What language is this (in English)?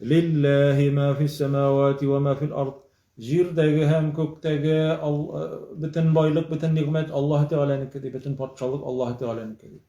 Tatar